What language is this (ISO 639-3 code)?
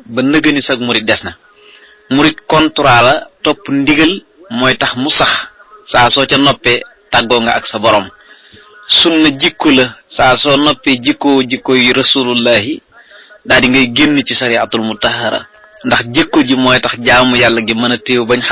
wol